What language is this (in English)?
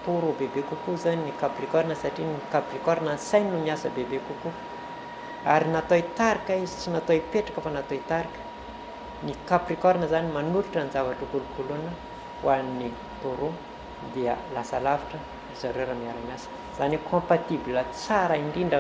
Malagasy